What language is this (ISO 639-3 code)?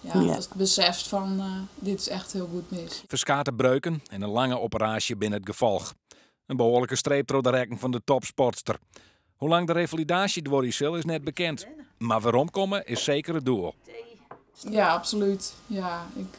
fry